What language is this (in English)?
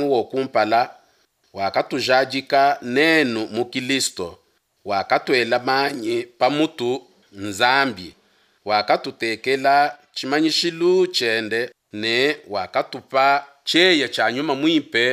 Luba-Lulua